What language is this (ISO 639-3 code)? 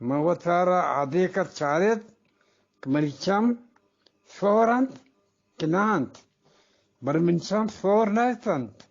bgp